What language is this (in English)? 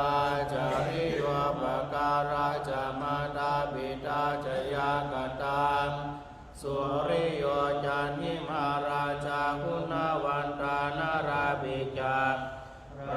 Pali